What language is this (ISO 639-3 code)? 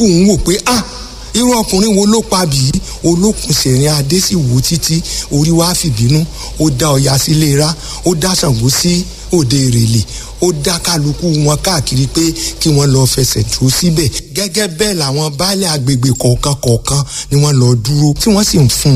yor